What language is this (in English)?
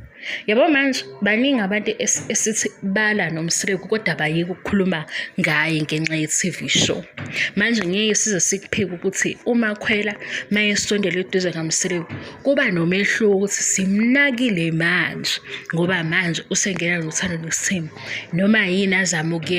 Zulu